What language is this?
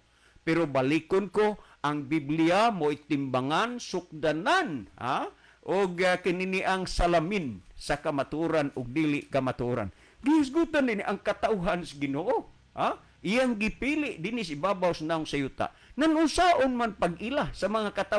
Cebuano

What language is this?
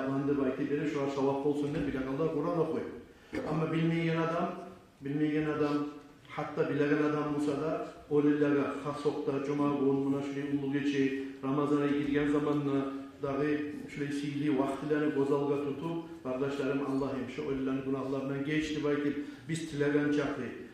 Kumyk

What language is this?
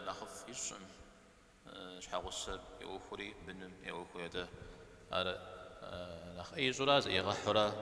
Kabardian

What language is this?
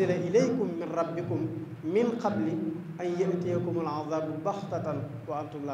Wolof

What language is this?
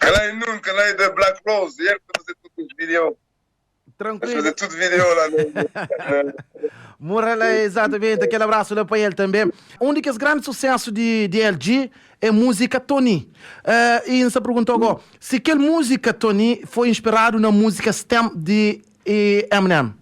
Kabuverdianu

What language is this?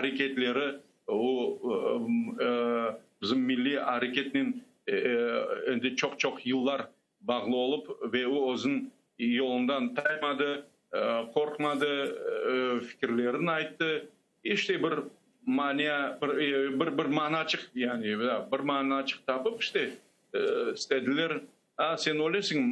Crimean Tatar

